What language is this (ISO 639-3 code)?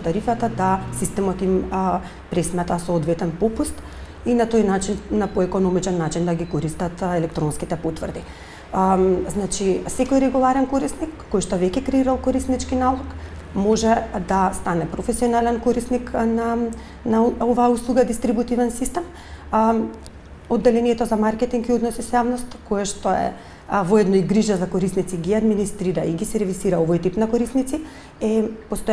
mkd